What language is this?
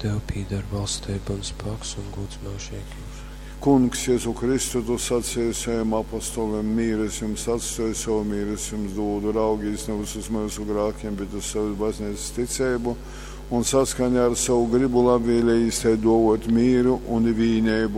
Latgalian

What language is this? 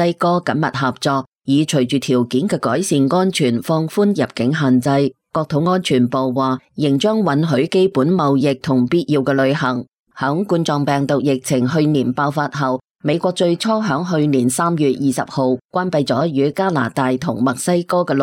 Cantonese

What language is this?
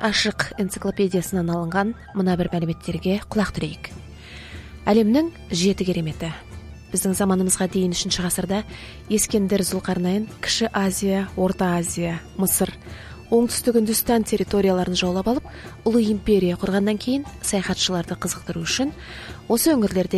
Kazakh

